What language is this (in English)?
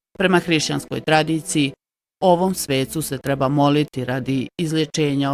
Bosnian